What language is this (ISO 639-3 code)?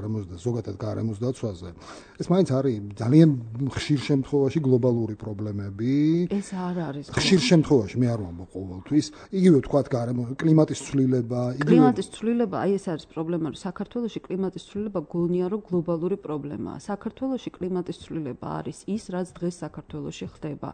kat